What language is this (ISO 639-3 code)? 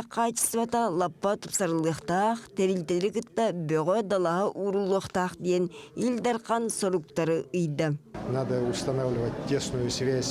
sah